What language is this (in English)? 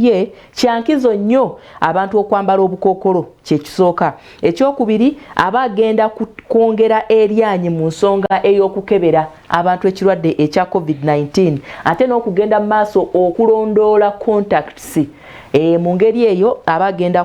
Ganda